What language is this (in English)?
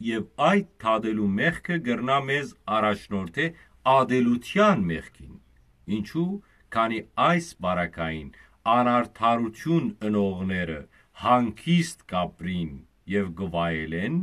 Western Armenian